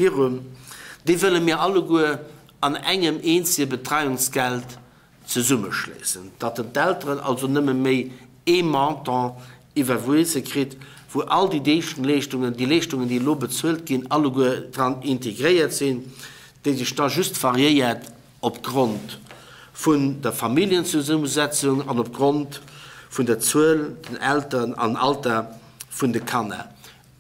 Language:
Luxembourgish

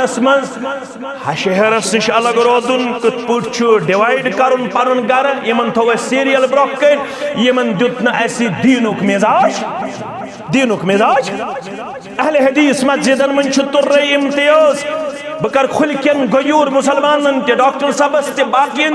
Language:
Kashmiri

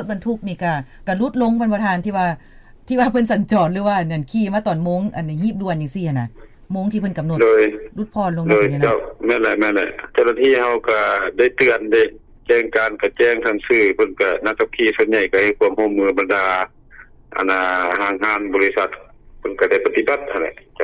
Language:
Lao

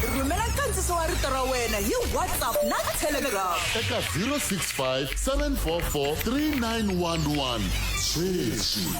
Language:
Tsonga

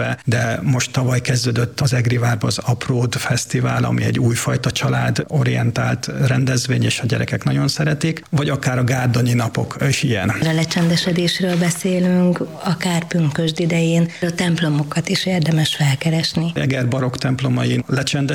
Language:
Hungarian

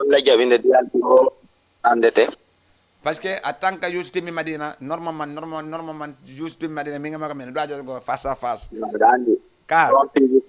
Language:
Fula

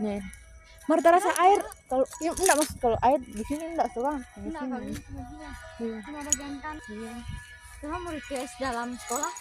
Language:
Manado Malay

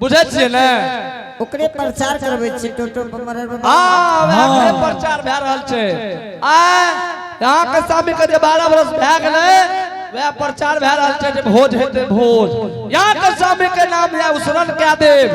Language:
Angika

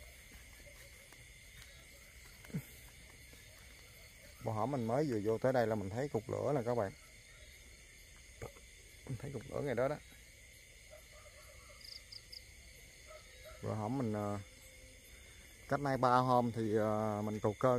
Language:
Vietnamese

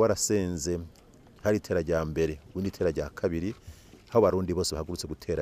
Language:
Rundi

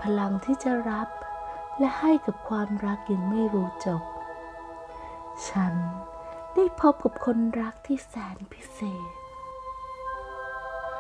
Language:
Thai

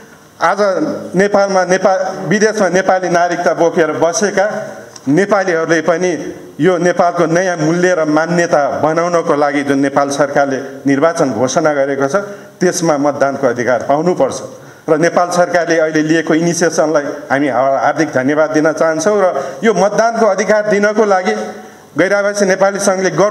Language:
Nepali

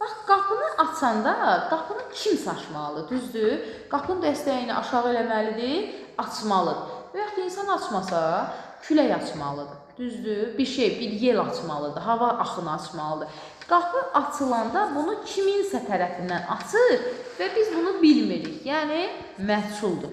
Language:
Azerbaijani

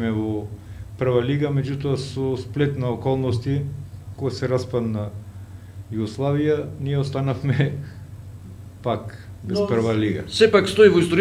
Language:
Macedonian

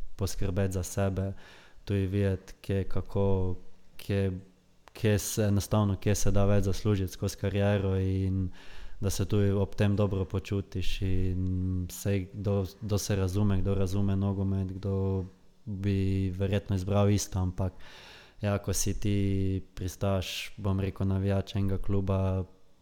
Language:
Slovenian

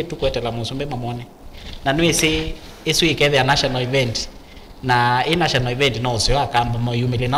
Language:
Kamba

